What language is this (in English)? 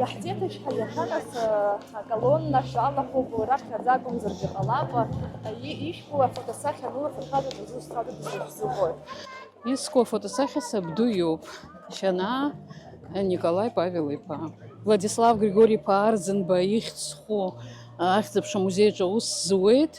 Abkhazian